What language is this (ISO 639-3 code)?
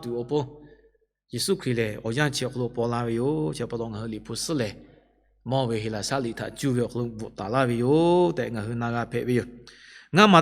lhu